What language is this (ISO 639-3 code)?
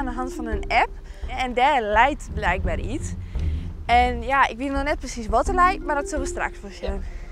fry